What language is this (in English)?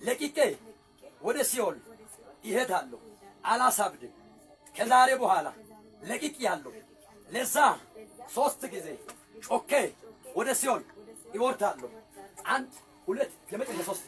Amharic